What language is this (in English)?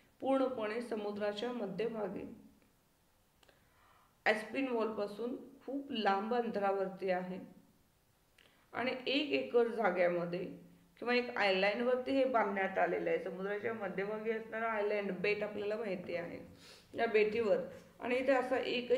Marathi